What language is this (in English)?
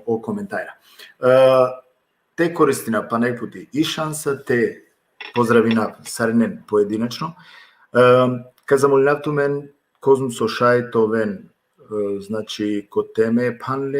Balkan Romani